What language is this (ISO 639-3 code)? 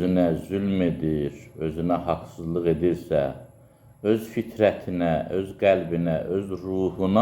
aze